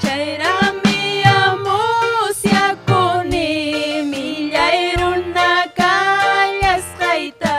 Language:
Ayacucho Quechua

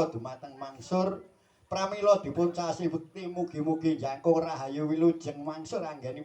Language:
Javanese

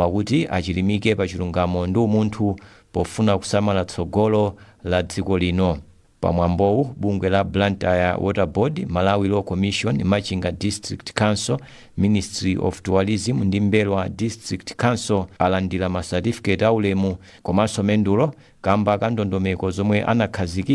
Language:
Nyanja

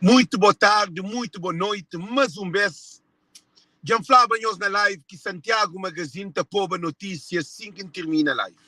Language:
Kabuverdianu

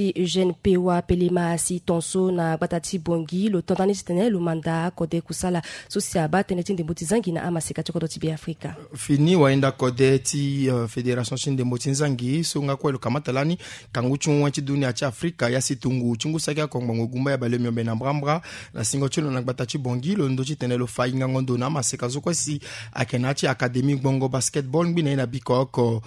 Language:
Sango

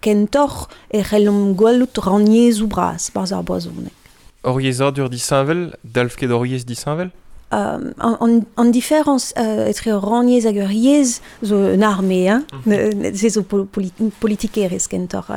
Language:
Breton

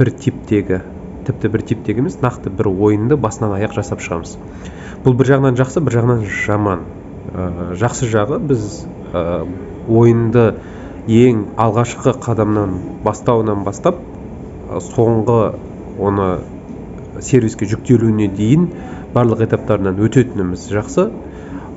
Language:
Kazakh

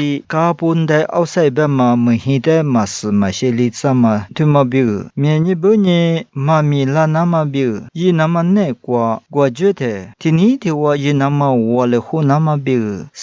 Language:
Lisu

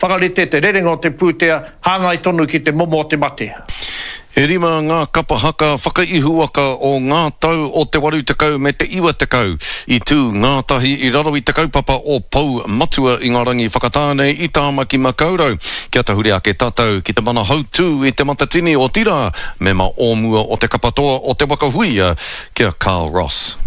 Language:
Māori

